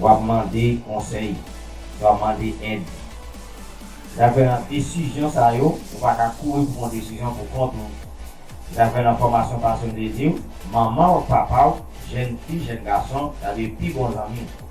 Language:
Haitian Creole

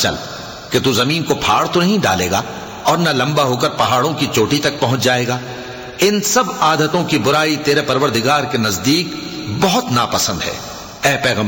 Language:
Urdu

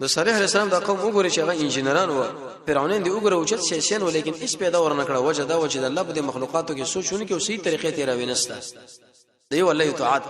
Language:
Pashto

